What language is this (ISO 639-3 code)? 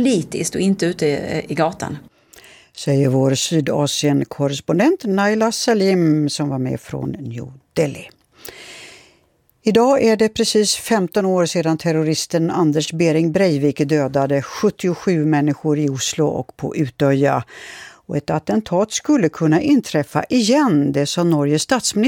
swe